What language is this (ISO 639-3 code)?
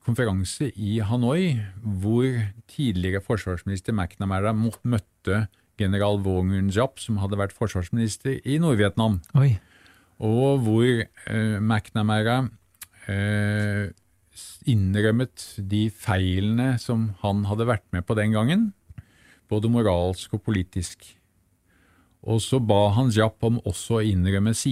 nor